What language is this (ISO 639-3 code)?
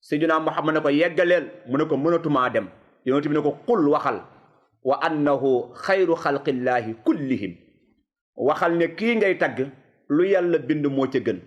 wol